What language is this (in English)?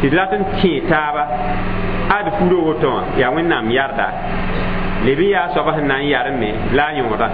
Mossi